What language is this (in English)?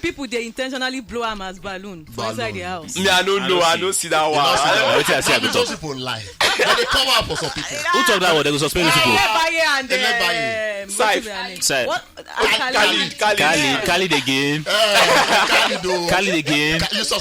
Nigerian Pidgin